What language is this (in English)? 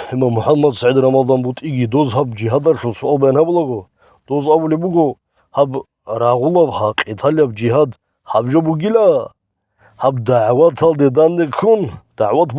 Avaric